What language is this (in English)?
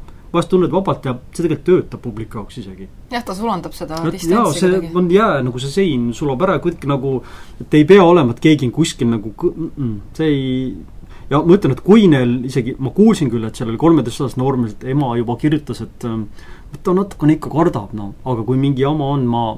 Estonian